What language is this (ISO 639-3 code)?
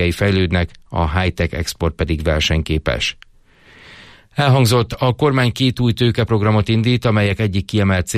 hun